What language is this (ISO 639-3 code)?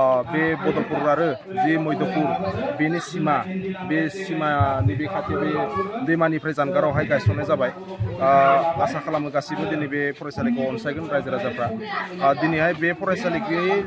brx